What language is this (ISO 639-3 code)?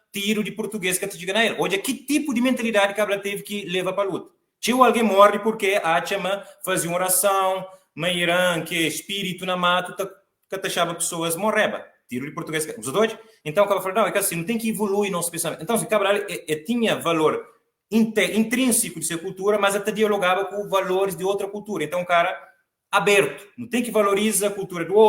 kea